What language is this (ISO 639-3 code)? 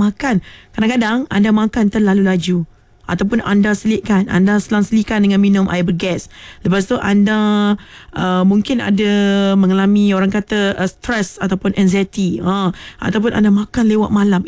msa